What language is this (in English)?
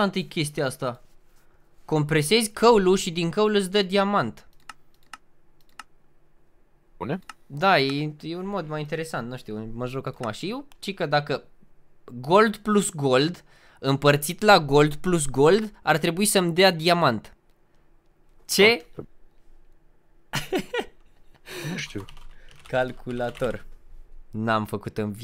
Romanian